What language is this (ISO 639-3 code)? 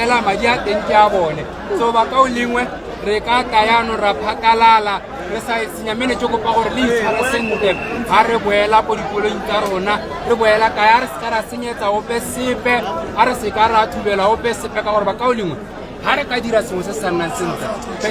tsn